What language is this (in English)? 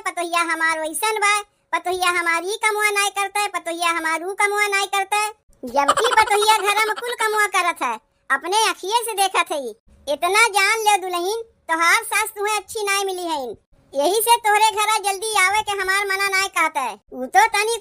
Awadhi